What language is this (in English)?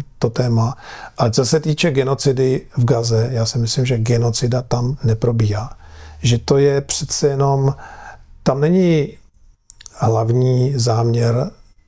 Czech